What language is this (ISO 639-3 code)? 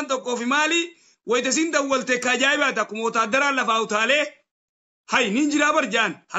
orm